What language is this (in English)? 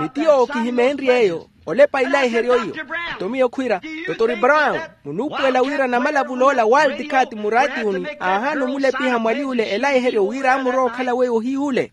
Makhuwa